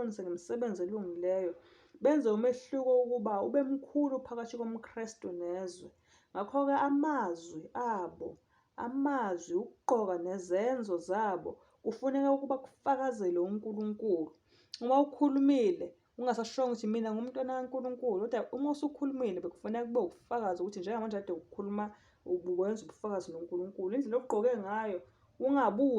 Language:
Zulu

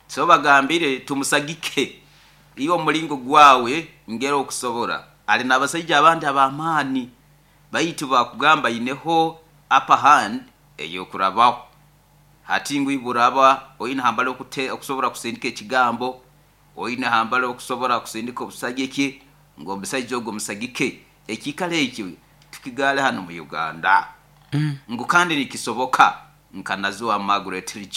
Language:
Nyoro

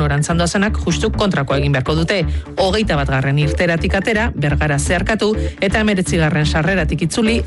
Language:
Basque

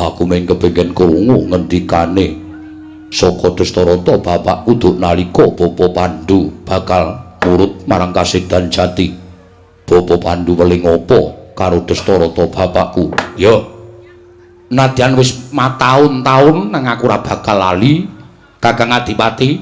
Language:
Javanese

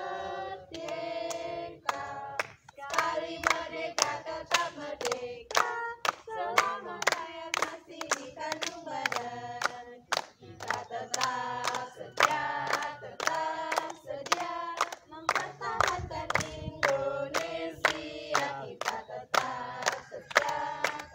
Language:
Indonesian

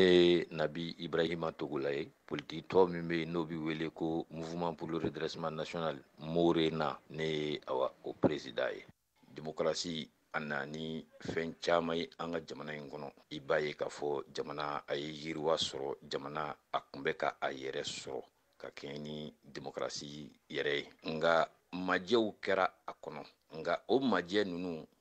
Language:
Bambara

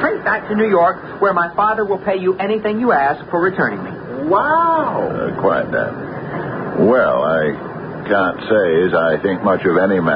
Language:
English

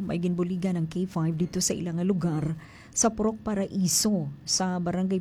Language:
Hiligaynon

